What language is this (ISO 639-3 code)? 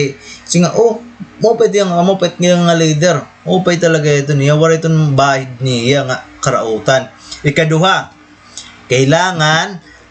war